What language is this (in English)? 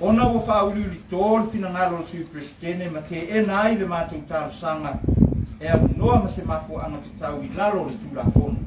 Samoan